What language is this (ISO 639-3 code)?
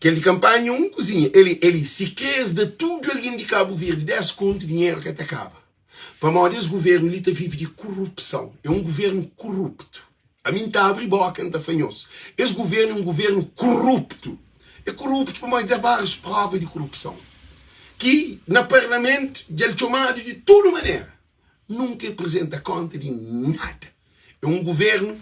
kea